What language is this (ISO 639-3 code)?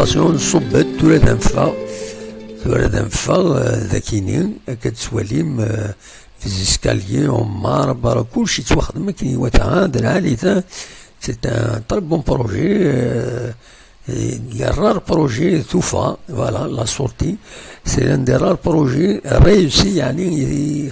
kab